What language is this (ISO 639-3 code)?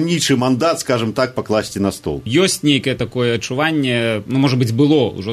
bel